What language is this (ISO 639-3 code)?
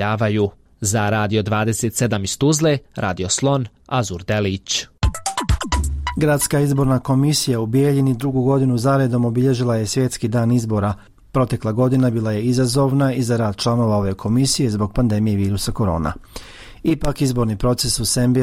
bos